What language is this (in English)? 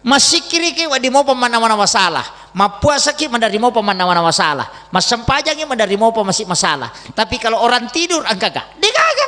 Buginese